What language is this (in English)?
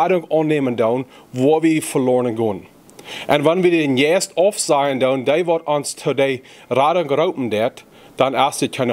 Plautdietsch